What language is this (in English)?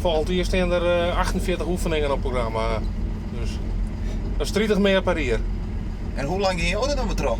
Western Frisian